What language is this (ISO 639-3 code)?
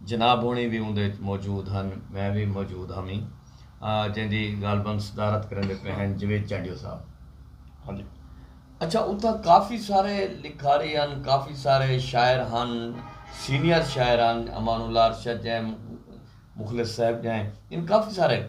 skr